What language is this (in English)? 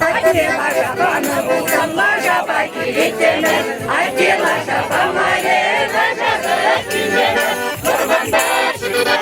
Chuvash